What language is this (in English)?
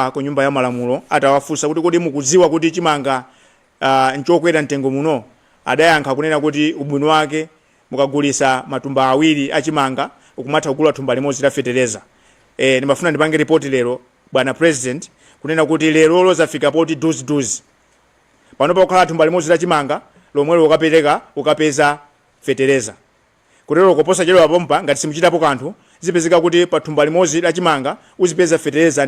Nyanja